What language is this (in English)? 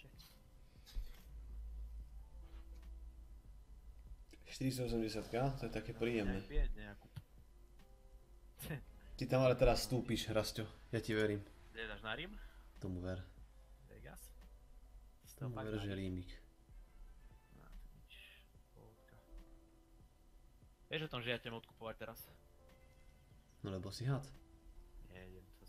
Slovak